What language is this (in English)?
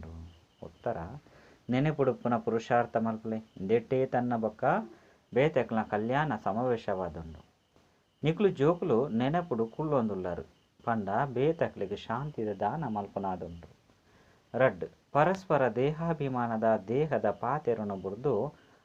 Tulu